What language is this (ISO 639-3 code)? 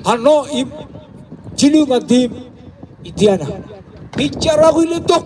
mah